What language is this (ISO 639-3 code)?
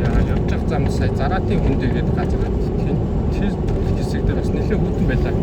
mon